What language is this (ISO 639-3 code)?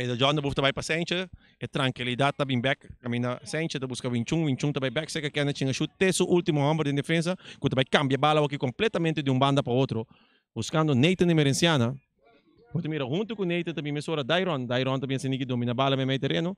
pap